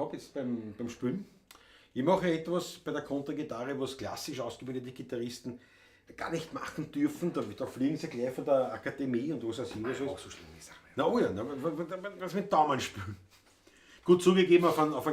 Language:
Bavarian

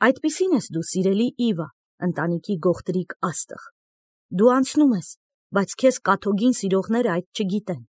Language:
Armenian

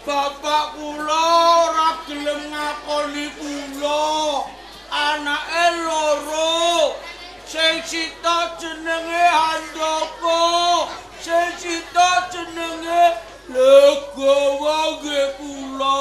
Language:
Javanese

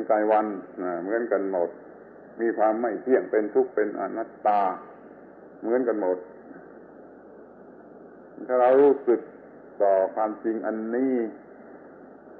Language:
Thai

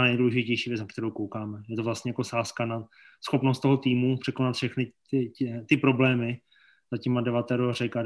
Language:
Czech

